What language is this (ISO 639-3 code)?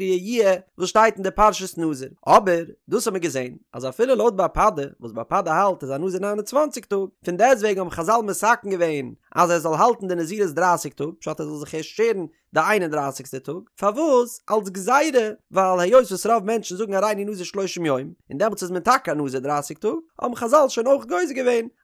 yid